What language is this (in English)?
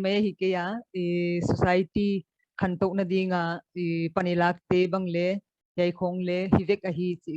Paite Chin